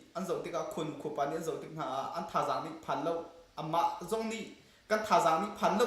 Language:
Hakha Chin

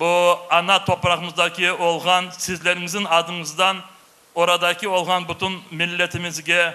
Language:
Crimean Tatar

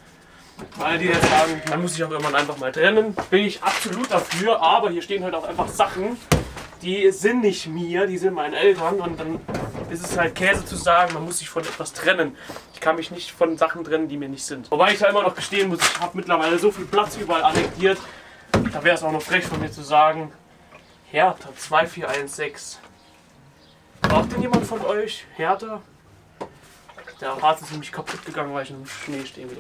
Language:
German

